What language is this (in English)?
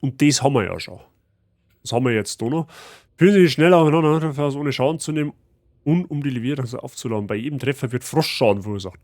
Bavarian